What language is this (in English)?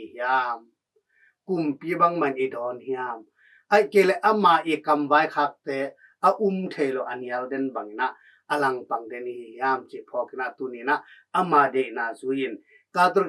Tedim Chin